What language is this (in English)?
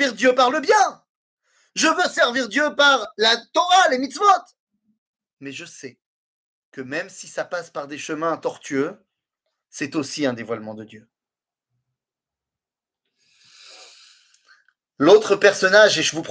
French